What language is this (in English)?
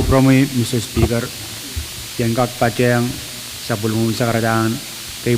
Pohnpeian